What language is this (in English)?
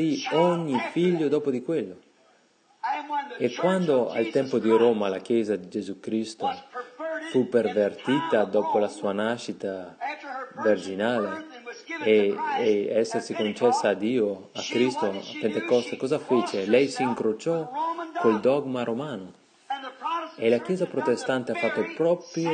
Italian